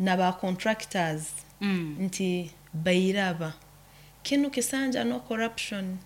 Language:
Nyoro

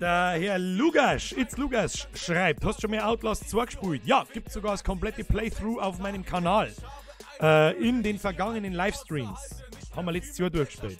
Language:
Bavarian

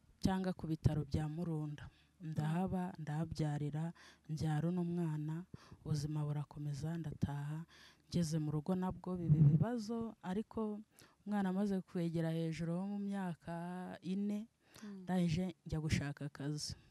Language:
Kinyarwanda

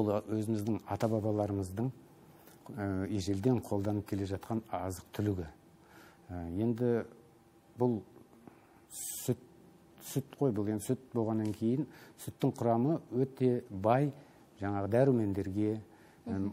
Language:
Kyrgyz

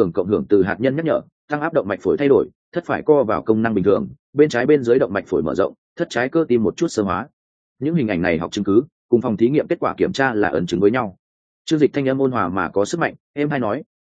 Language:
Vietnamese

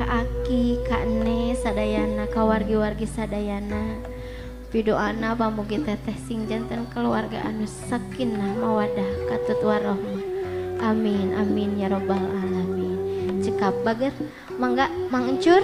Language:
Sundanese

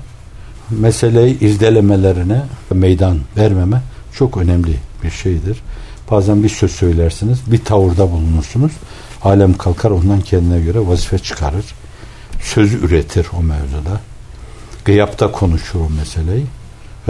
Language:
Turkish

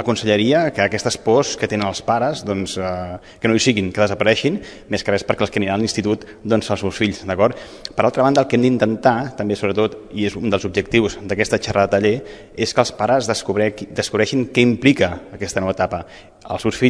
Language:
Catalan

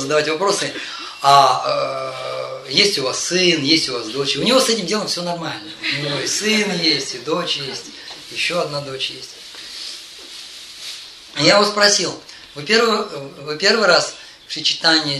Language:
Russian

